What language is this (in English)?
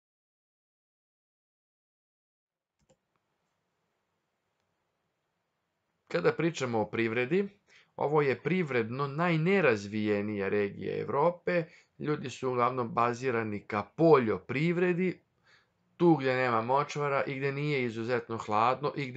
Serbian